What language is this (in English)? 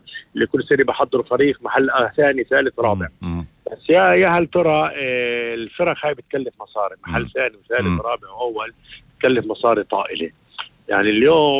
North Levantine Arabic